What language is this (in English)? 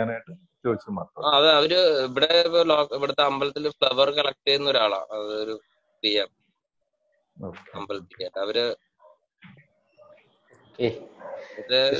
Malayalam